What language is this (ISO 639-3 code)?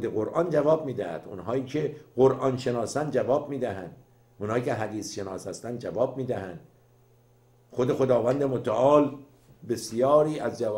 fas